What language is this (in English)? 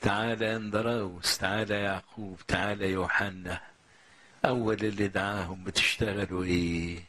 Egyptian Arabic